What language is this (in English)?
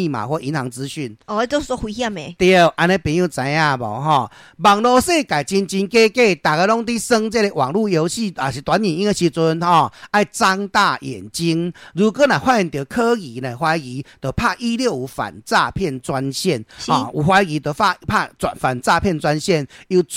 Min Nan Chinese